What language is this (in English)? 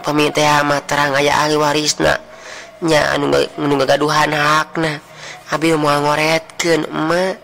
Sundanese